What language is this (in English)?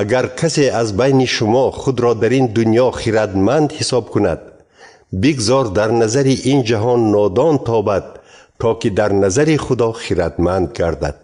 Tajik